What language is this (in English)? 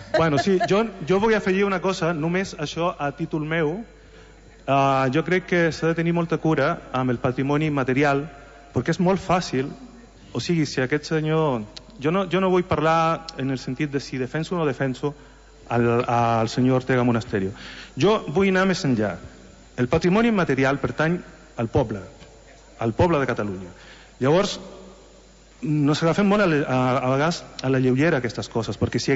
Catalan